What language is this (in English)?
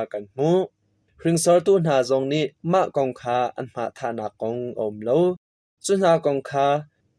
Hakha Chin